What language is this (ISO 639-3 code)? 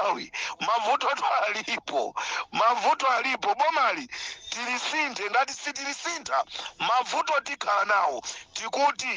nya